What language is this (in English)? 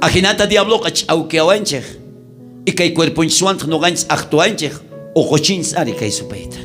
South Bolivian Quechua